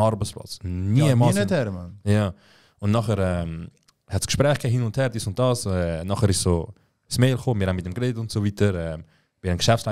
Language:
Swiss German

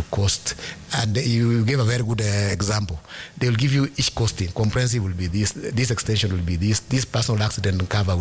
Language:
Swahili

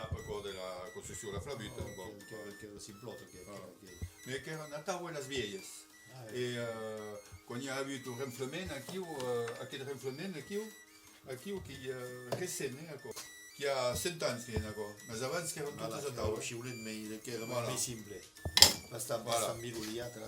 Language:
Occitan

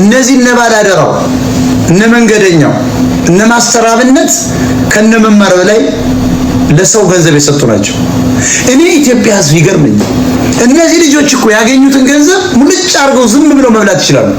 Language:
Amharic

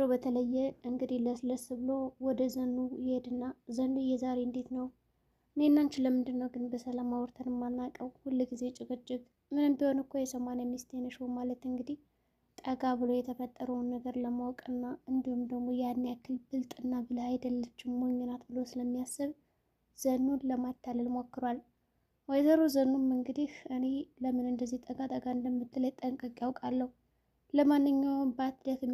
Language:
Amharic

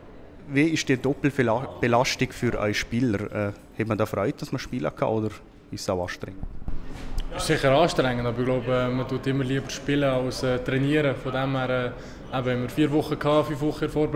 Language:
Swiss German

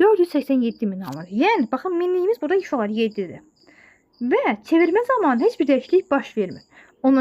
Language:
Azerbaijani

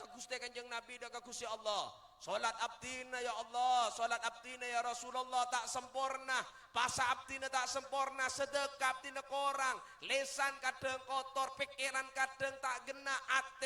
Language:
Madurese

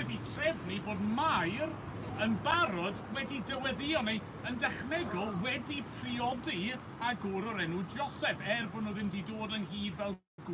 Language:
Welsh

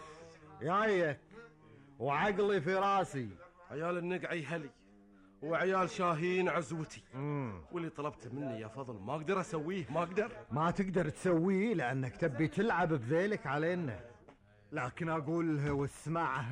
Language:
Gulf Arabic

